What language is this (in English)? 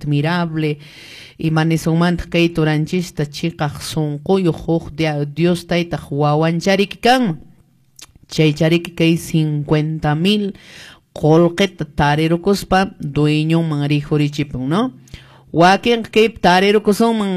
Quechua